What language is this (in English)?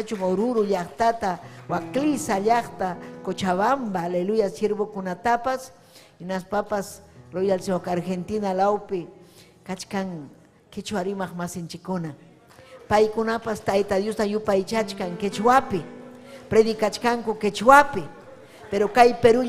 Ayacucho Quechua